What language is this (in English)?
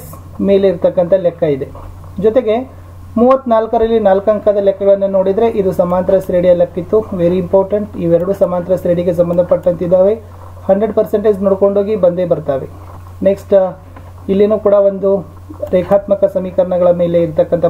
Kannada